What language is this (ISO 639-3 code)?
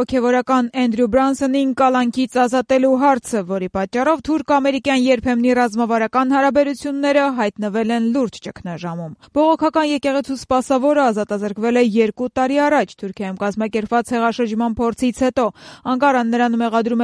hye